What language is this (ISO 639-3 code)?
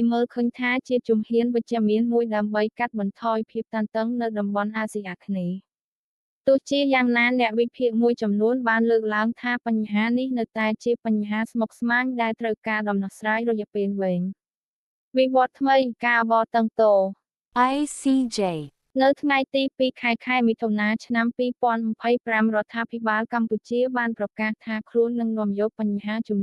khm